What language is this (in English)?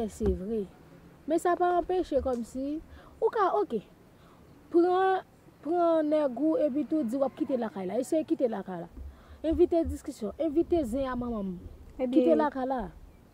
Haitian Creole